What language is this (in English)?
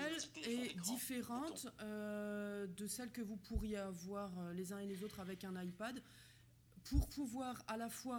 French